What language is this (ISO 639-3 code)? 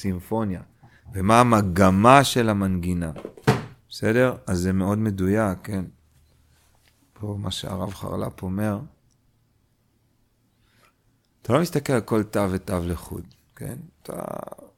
heb